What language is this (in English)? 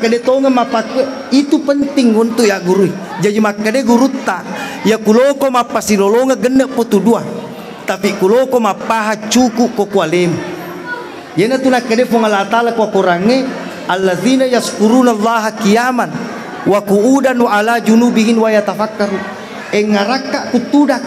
Buginese